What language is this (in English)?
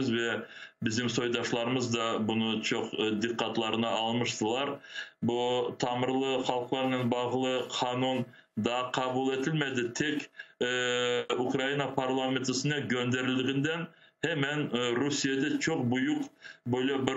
Crimean Tatar